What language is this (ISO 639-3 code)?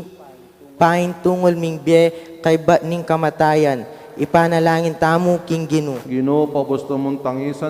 pam